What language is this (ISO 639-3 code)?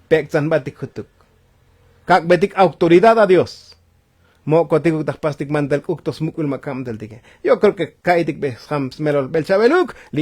tzo